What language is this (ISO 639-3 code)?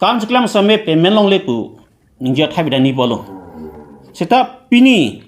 mjw